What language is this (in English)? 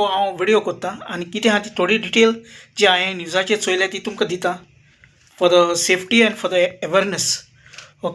Konkani